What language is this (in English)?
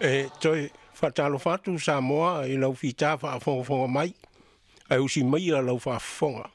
Samoan